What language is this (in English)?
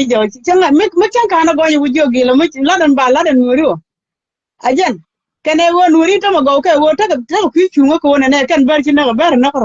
Nuer